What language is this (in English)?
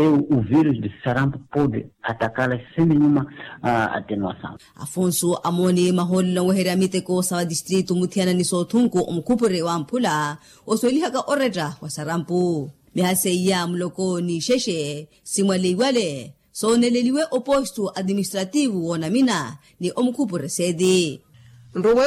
Makhuwa